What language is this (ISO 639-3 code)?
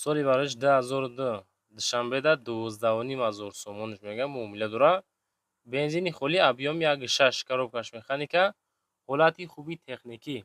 tgk